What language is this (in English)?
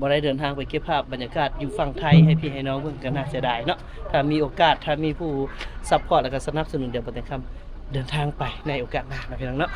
Lao